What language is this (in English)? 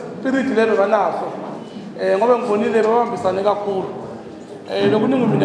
Zulu